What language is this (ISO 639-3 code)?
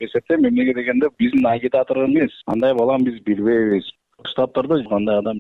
kir